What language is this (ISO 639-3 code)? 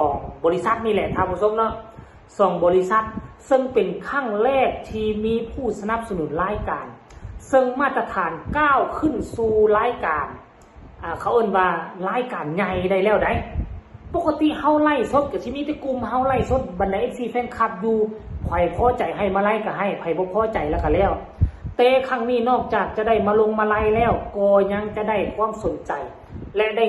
lao